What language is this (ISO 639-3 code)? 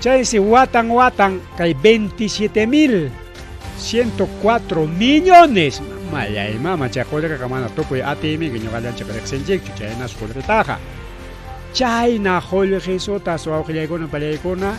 quy